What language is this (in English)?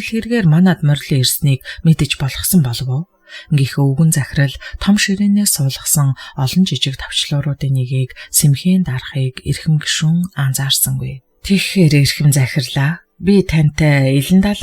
Mongolian